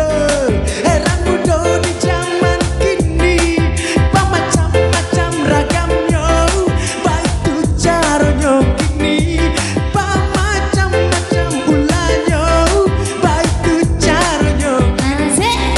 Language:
Minangkabau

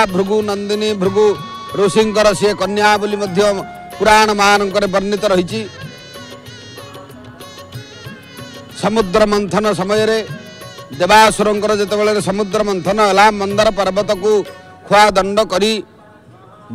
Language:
Odia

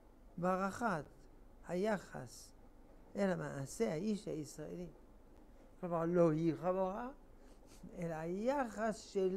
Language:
Hebrew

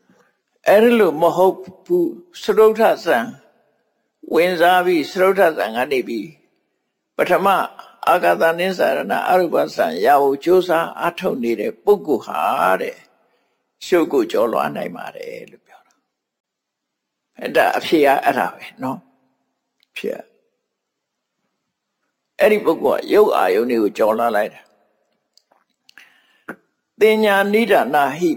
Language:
Burmese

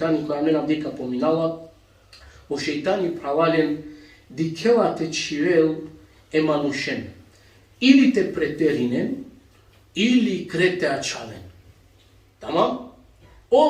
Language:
Balkan Romani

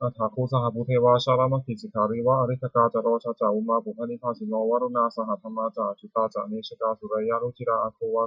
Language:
Pali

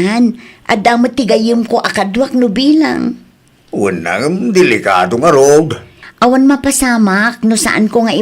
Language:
Iloko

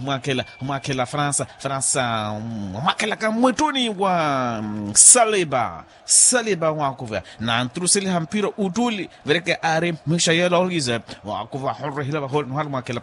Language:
Makhuwa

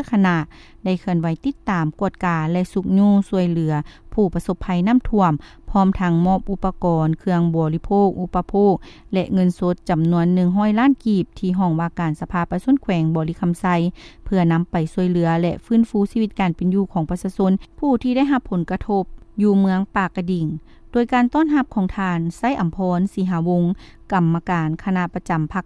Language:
Lao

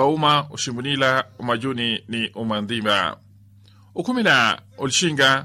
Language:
Makhuwa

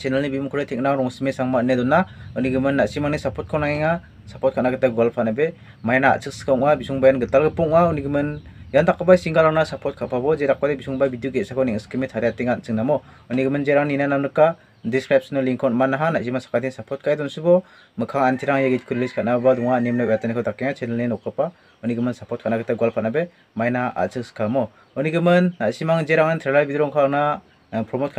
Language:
Garo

